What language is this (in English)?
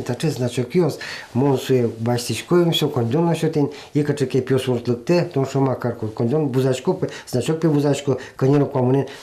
Udmurt